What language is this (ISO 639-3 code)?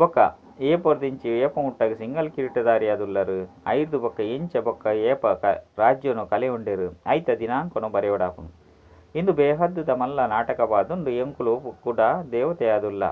tcy